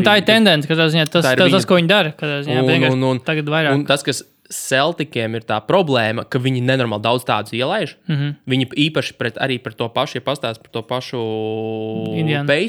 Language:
Latvian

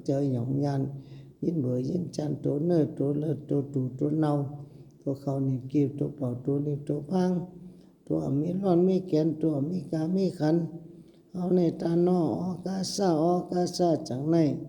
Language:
Shan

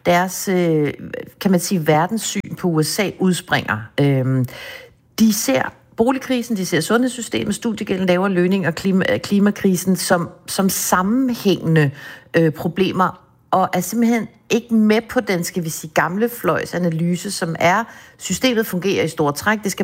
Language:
Danish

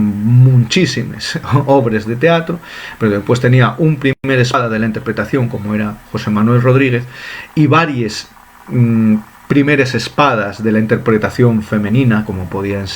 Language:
Asturian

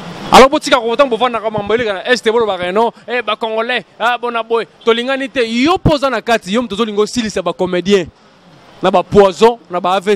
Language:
Lingala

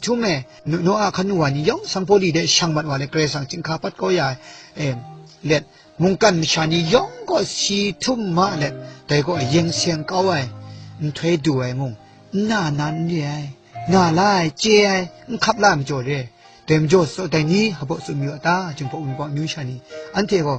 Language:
Kachin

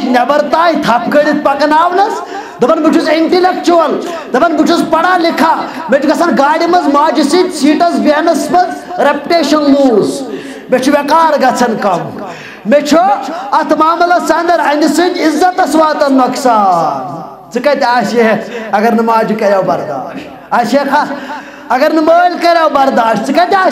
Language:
Kashmiri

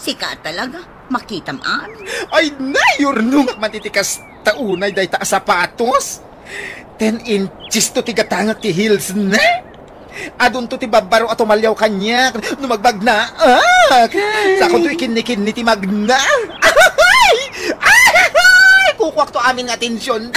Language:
Iloko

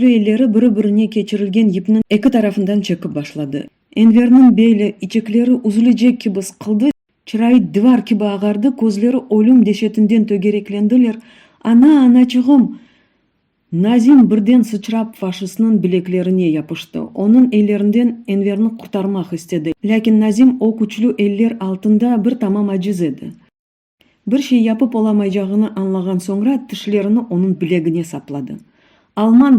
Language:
Crimean Tatar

